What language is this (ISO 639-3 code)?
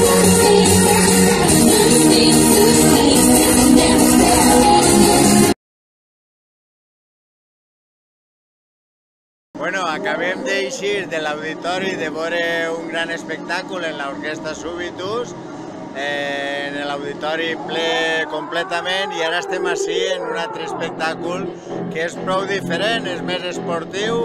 cat